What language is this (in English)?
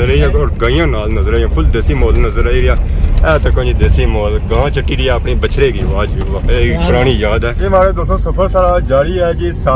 Pahari-Potwari